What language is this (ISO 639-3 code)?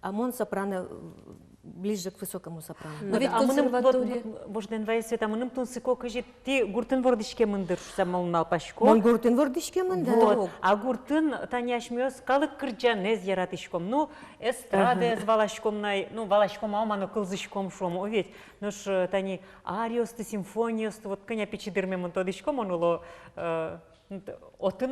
udm